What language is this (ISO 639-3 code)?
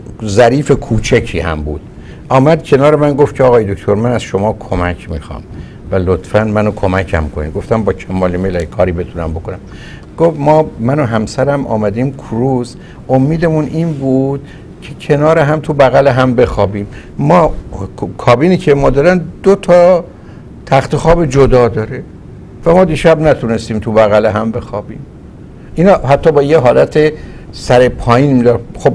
fas